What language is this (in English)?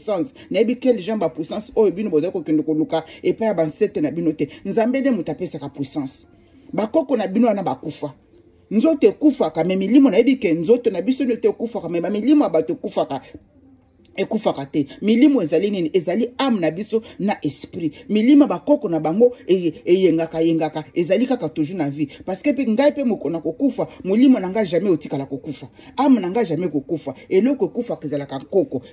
Lingala